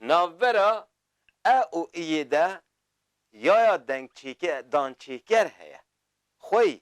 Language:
Kurdish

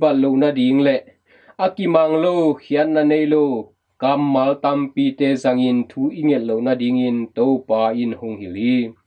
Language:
Tedim Chin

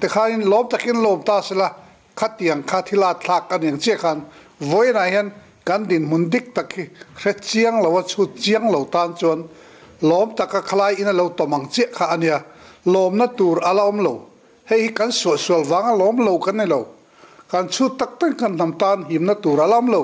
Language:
Mizo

